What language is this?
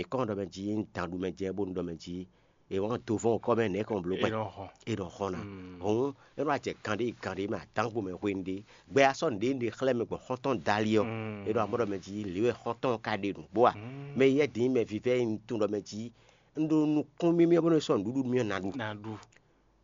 Fon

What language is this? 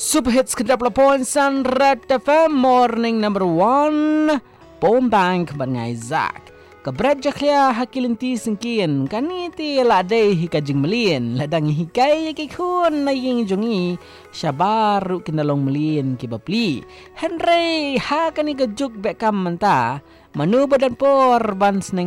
Malay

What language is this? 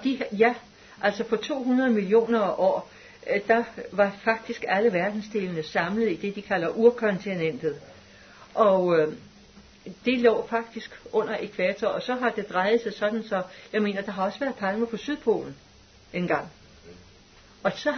Danish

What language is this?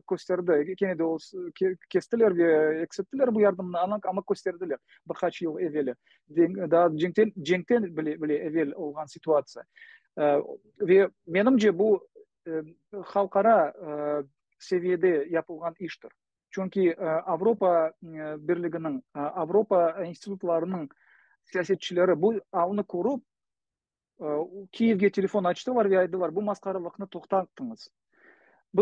Crimean Tatar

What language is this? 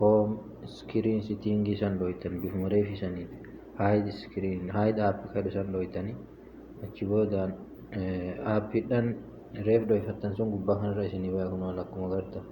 Oromo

